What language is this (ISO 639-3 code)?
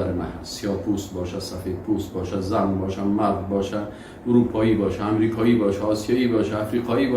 fas